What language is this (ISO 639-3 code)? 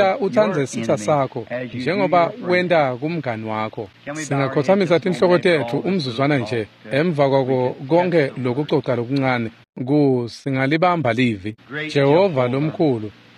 ssw